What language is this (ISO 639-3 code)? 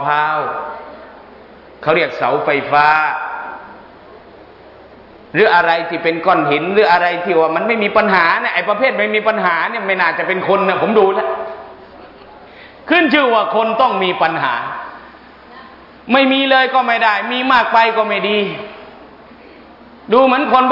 tha